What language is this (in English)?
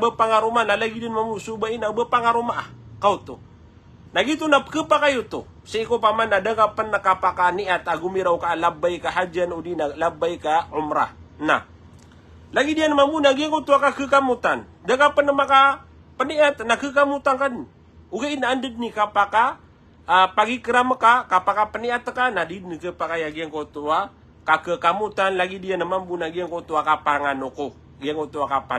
Maranao